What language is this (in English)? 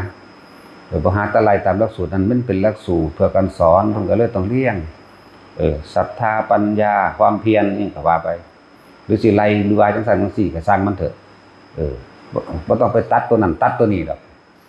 Northeastern Thai